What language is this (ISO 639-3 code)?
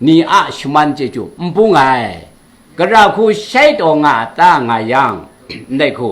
kac